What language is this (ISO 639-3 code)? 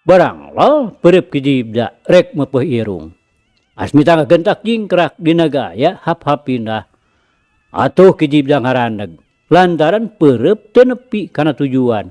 sun